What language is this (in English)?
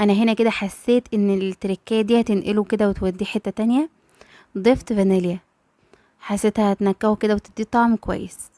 Egyptian Arabic